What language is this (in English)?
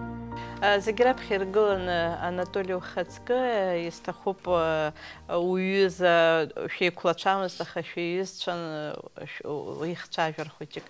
Abkhazian